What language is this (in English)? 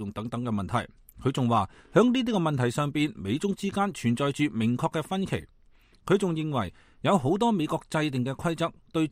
Cantonese